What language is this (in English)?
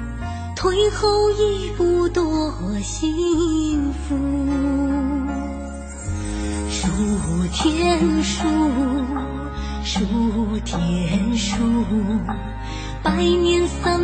Min Nan Chinese